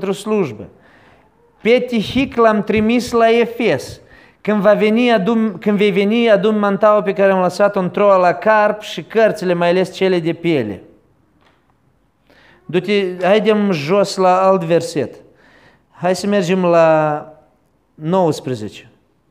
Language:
Romanian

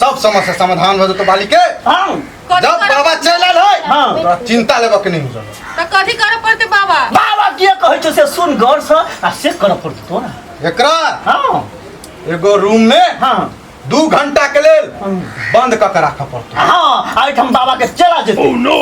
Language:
Maithili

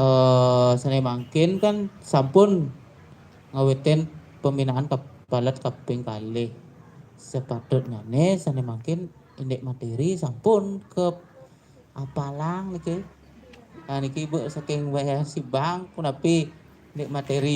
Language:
Balinese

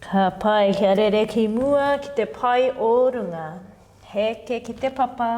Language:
Māori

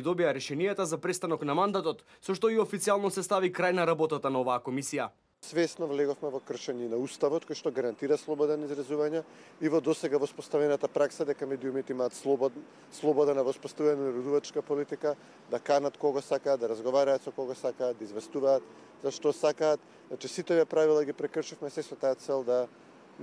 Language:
Macedonian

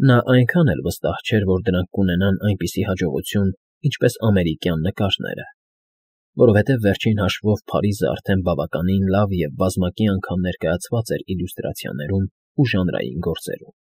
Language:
Armenian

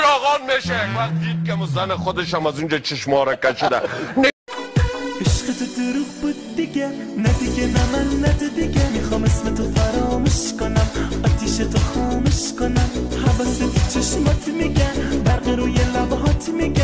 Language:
Persian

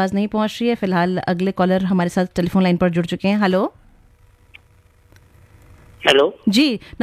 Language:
Hindi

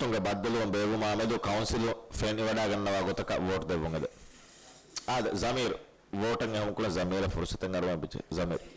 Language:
Divehi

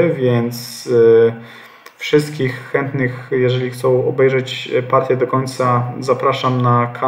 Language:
Polish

